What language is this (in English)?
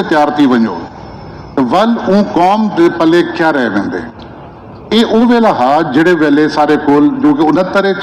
Saraiki